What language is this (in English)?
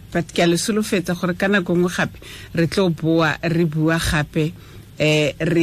Tswana